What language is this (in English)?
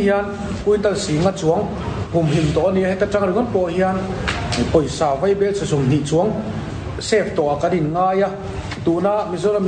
Mizo